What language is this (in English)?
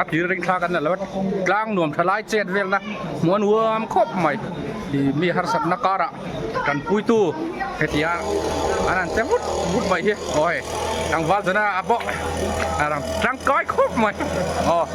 Mizo